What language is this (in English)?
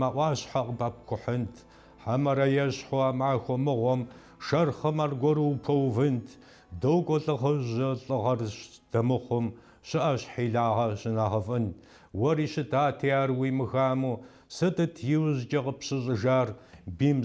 Kabardian